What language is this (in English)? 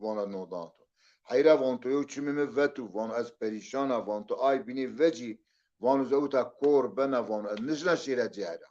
Zaza